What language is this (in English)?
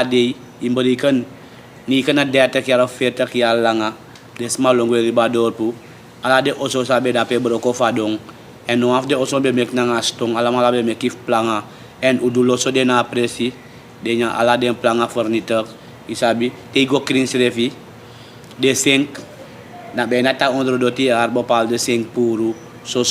Sranan Tongo